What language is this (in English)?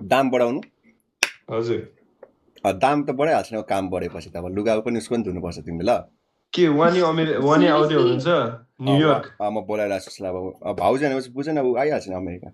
Nepali